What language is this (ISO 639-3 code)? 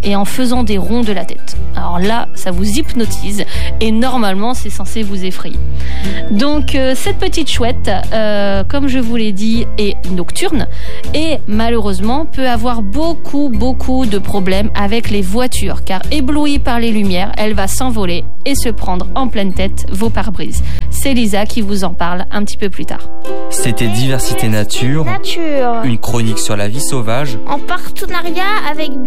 fra